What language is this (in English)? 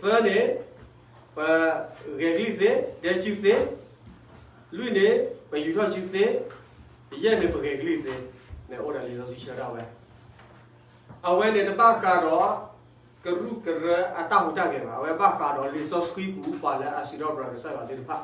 S'gaw Karen